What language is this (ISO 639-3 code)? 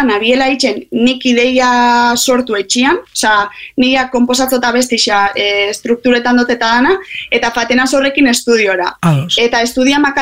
eus